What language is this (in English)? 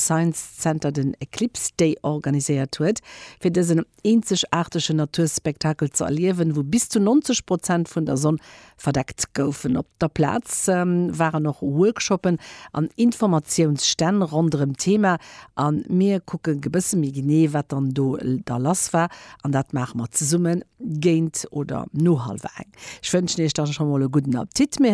Luxembourgish